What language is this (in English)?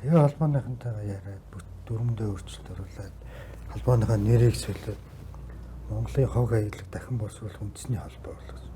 Mongolian